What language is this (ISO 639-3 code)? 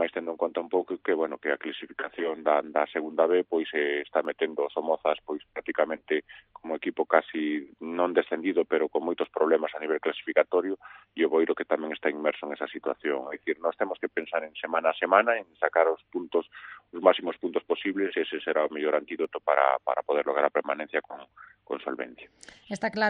glg